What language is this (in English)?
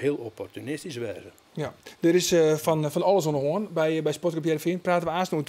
Western Frisian